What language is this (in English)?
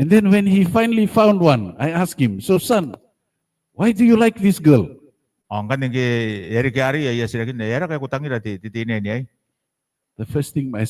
Gilbertese